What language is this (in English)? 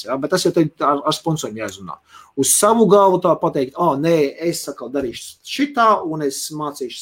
Latvian